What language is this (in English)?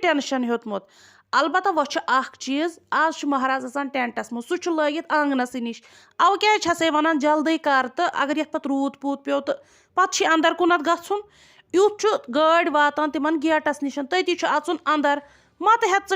Kashmiri